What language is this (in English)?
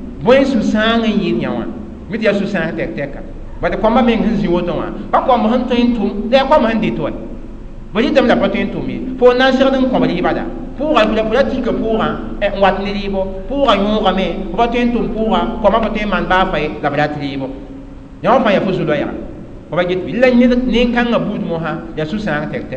Mossi